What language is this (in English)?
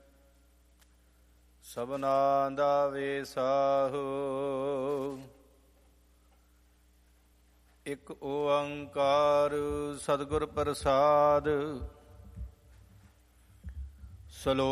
Punjabi